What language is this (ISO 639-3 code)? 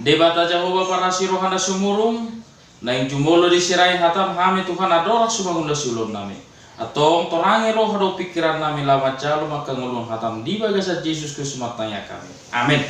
bbc